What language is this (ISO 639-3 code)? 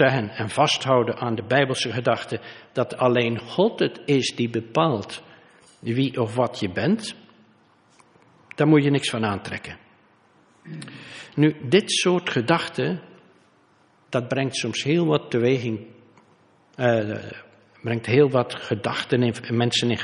nld